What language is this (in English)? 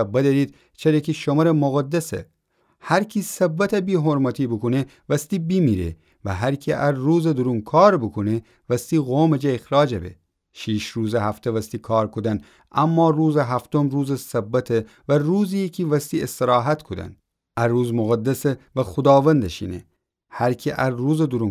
Gilaki